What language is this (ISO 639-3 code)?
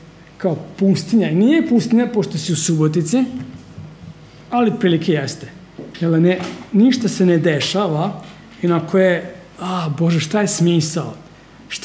srp